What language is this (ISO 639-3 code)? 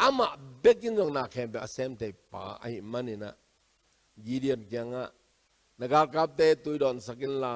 ctd